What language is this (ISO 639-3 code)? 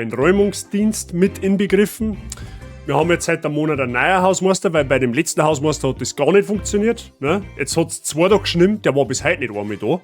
bar